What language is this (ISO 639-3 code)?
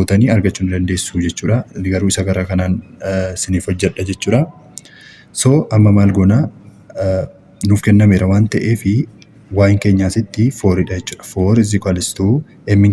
orm